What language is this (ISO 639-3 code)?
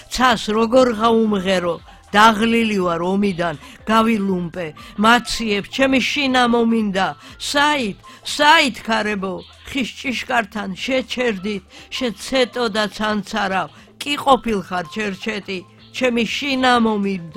kat